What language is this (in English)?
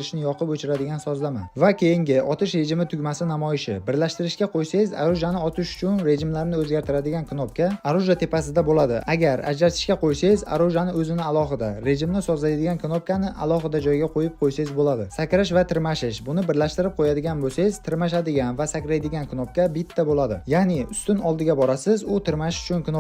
Uzbek